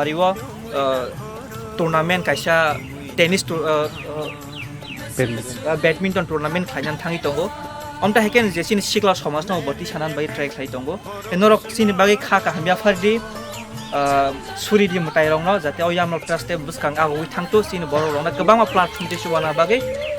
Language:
Kok Borok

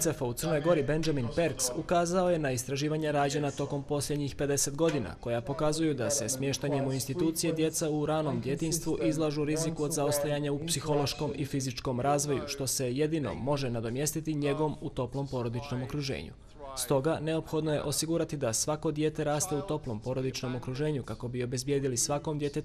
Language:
Bosnian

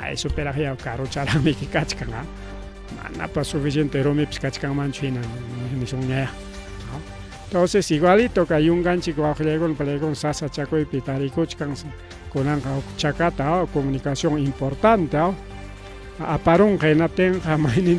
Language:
Ayacucho Quechua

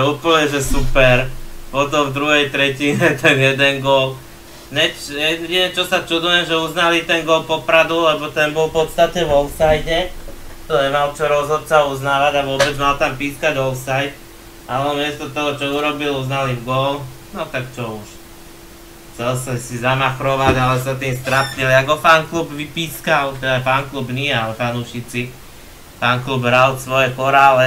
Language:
Slovak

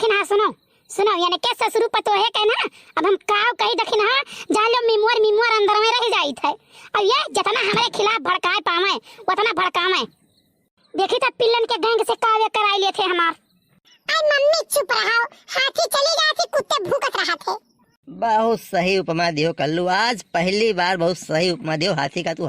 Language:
Awadhi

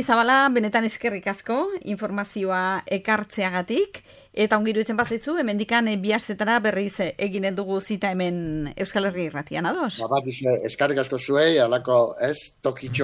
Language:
Basque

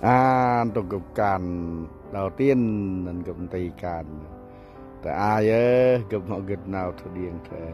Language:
Central Mnong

